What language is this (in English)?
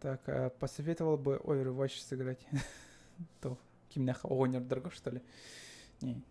Yakut